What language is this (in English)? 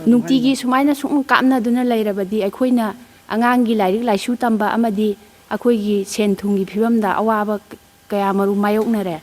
Manipuri